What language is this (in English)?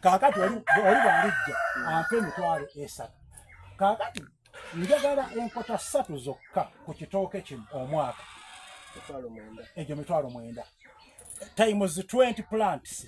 Soga